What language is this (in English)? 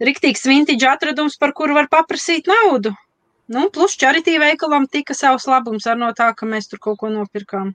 Latvian